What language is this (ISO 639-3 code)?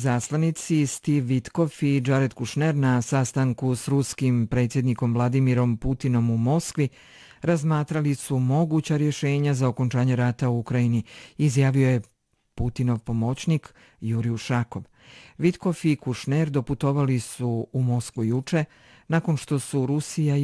bos